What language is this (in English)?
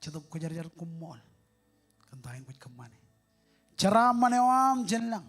Marshallese